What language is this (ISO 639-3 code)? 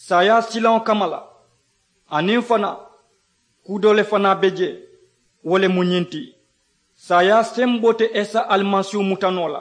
man